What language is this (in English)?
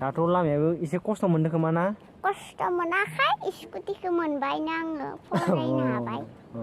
Bodo